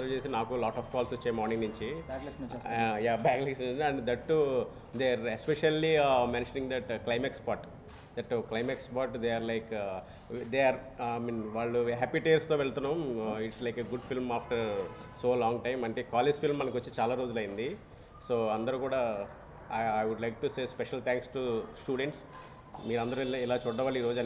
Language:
Telugu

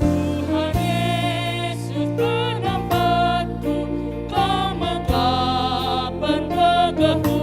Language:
Batak Karo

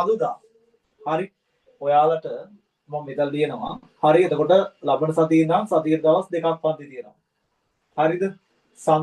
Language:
Sinhala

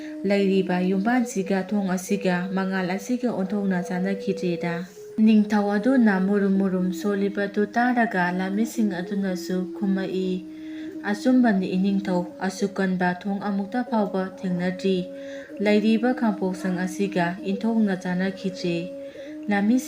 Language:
Manipuri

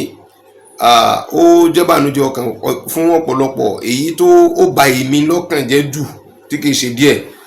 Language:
Yoruba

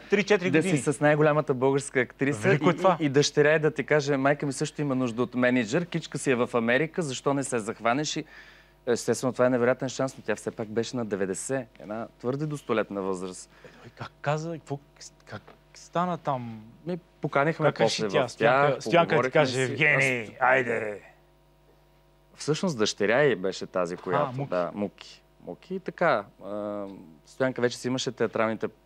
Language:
Bulgarian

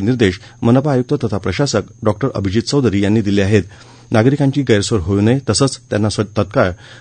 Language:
Marathi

